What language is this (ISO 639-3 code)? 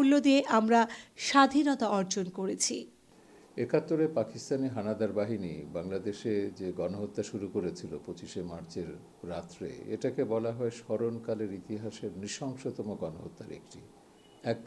ben